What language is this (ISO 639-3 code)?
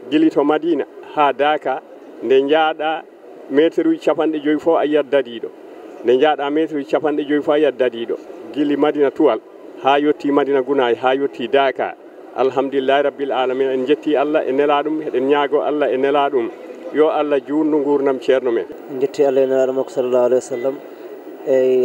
ful